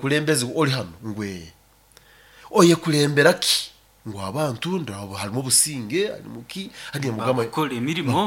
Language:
Nyoro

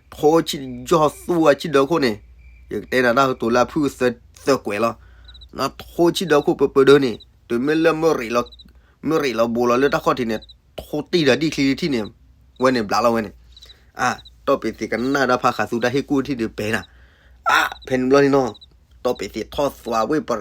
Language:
S'gaw Karen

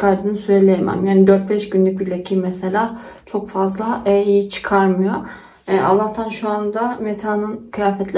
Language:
Turkish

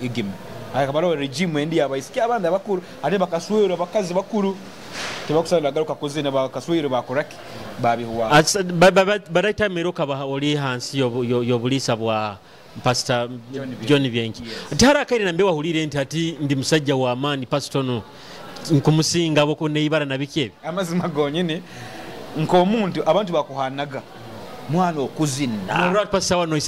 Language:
Nyoro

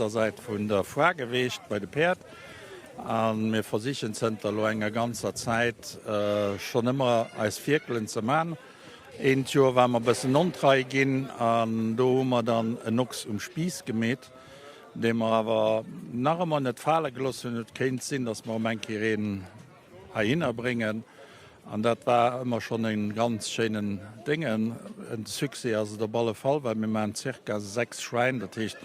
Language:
Luxembourgish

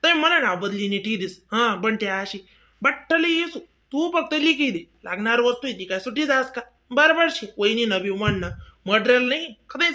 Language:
Khandesi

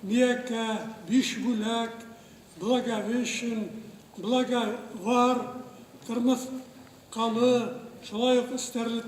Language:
Bashkir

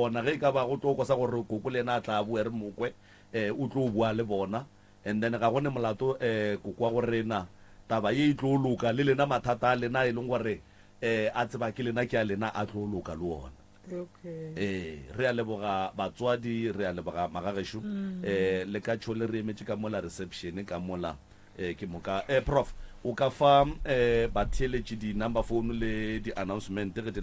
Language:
Northern Sotho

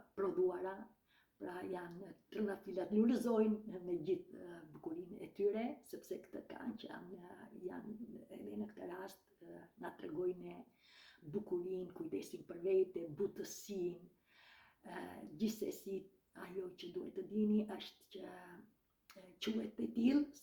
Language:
Albanian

